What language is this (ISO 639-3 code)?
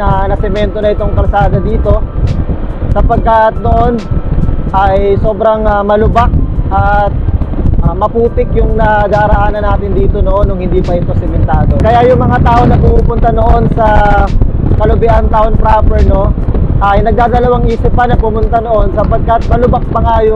fil